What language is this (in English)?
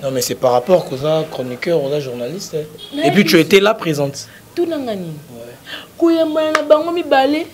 Lingala